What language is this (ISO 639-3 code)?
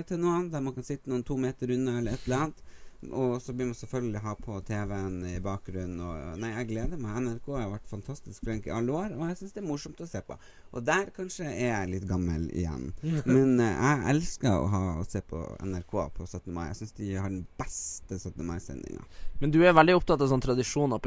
nor